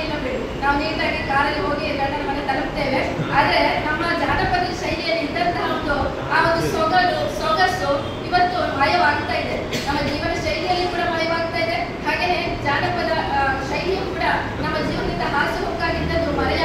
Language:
Kannada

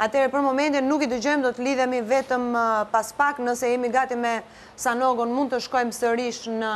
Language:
Albanian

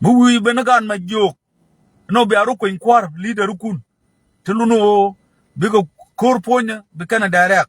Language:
Nuer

